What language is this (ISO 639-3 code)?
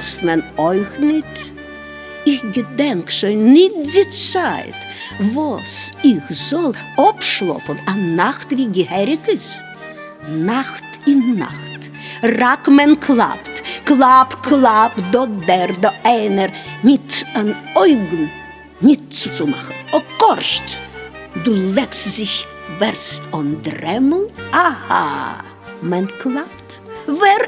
yid